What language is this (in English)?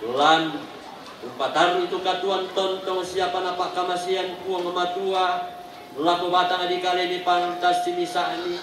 Toraja-Sa'dan